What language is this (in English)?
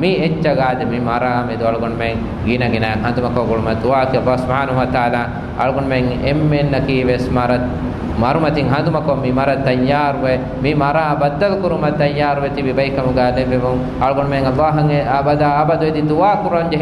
Divehi